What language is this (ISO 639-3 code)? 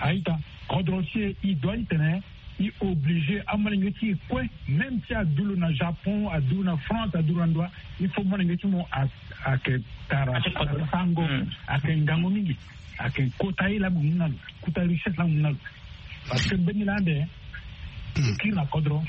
sag